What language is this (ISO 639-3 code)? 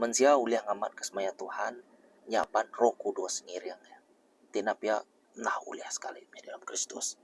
iba